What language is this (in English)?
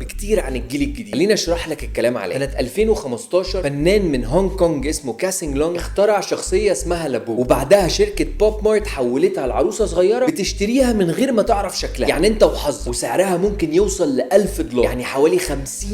Egyptian Arabic